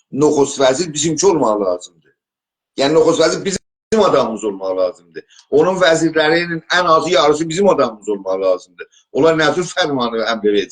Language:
South Azerbaijani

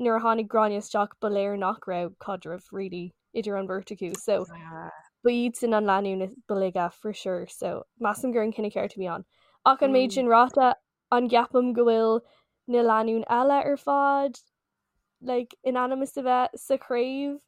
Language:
Irish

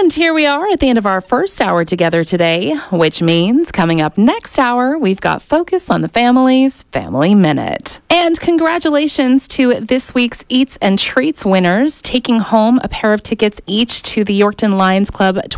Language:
English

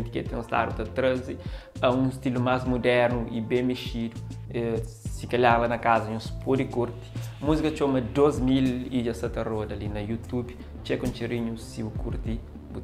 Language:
Kabuverdianu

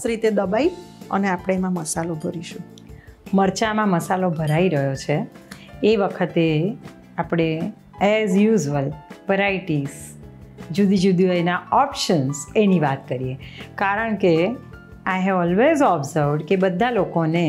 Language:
Gujarati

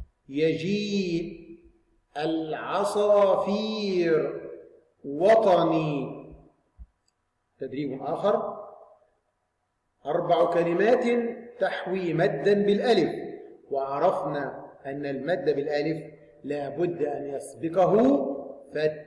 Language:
Arabic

